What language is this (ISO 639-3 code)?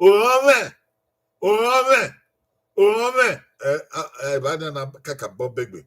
bin